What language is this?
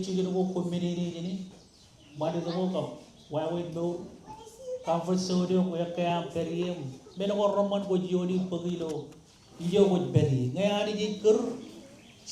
Marshallese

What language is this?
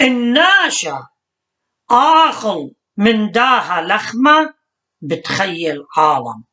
Assyrian Neo-Aramaic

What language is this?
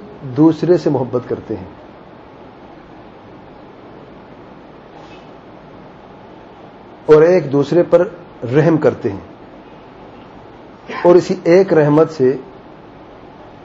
Urdu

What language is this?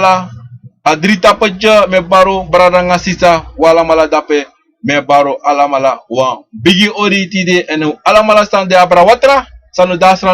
Sranan Tongo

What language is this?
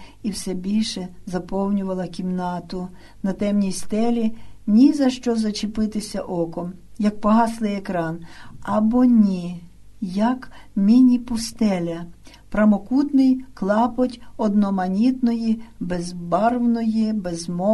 Ukrainian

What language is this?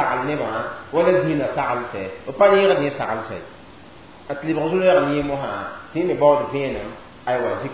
Mossi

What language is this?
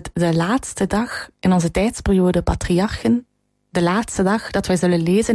Dutch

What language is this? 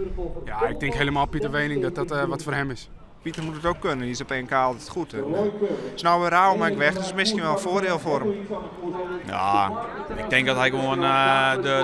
Western Frisian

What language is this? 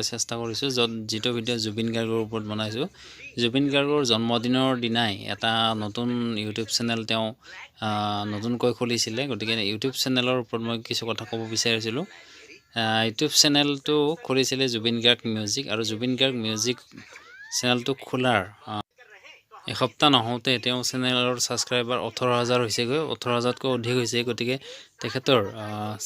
Assamese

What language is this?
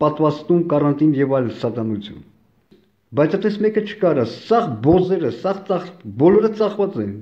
Armenian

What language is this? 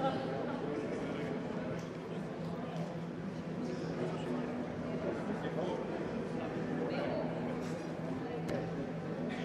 Bulgarian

